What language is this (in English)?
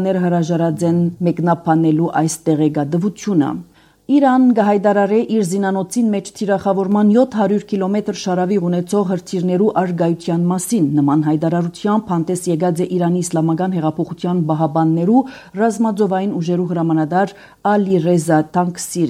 Armenian